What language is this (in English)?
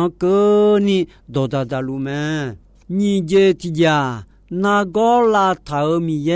Akha